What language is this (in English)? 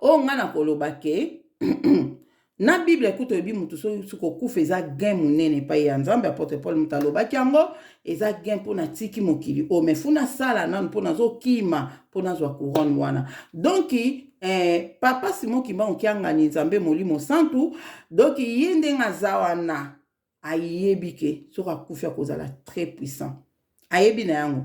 Lingala